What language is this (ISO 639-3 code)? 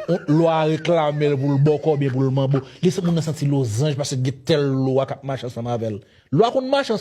hat